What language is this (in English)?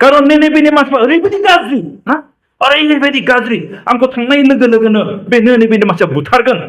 Bodo